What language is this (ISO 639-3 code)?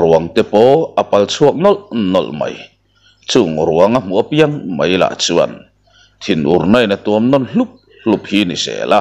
lus